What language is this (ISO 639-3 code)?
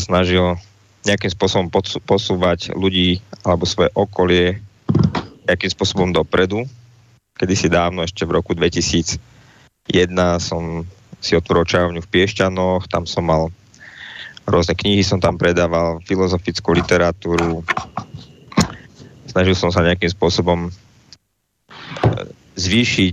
slk